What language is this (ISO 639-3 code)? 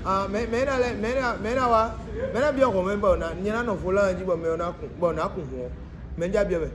fon